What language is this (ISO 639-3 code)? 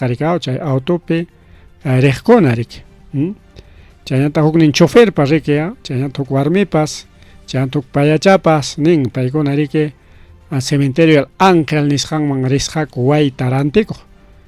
quy